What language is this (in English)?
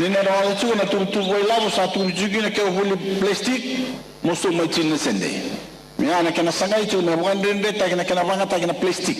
Fijian